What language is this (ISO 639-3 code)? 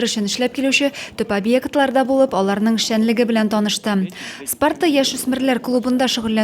tat